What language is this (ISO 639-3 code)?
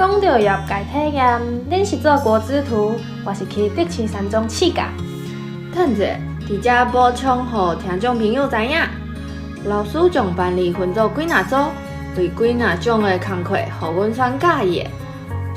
nan